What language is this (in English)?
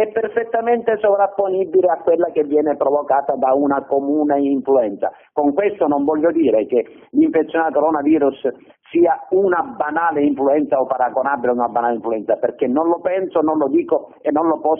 Italian